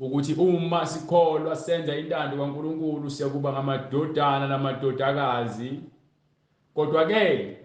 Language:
Zulu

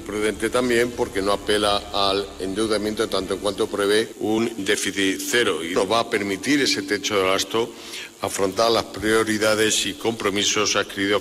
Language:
Spanish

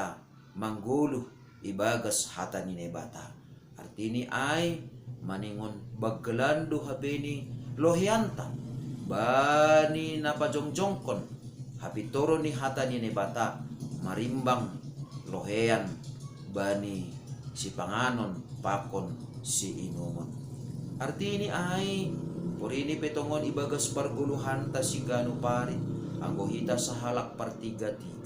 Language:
Batak Simalungun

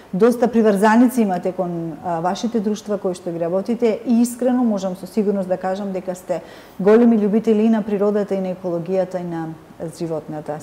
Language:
Macedonian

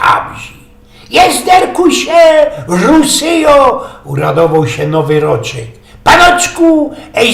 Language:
Silesian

